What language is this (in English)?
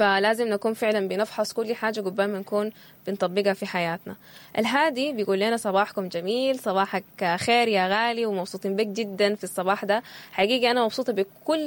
Sudanese Arabic